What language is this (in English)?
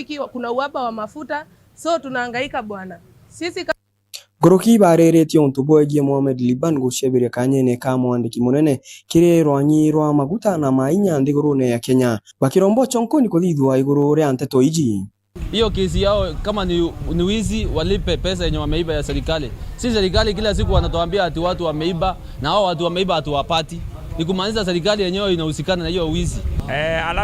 Meru